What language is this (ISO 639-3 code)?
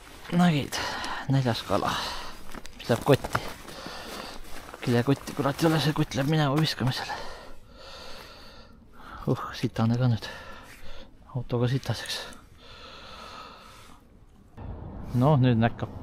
est